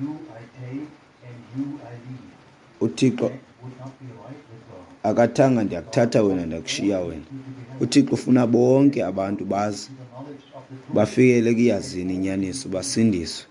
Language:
Xhosa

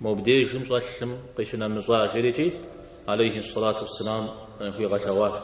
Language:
Kabardian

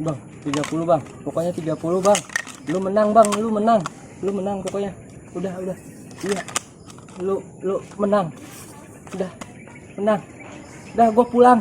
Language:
Betawi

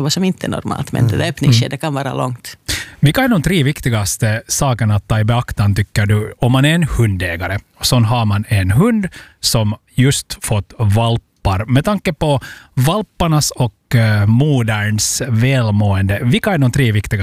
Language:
Swedish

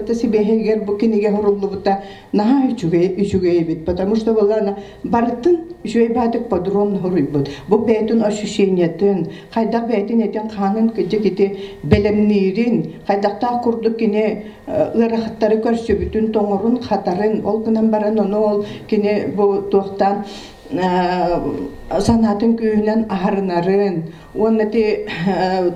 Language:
Yakut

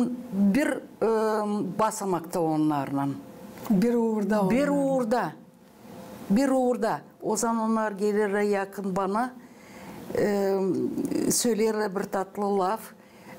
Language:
Gagauz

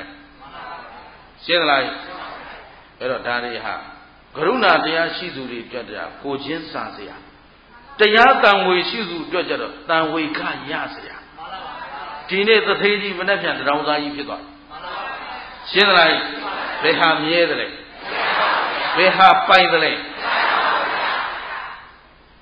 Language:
Burmese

